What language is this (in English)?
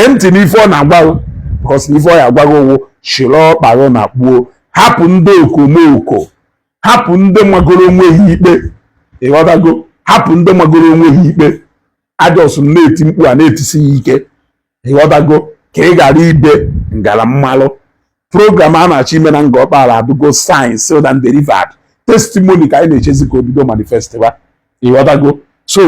Igbo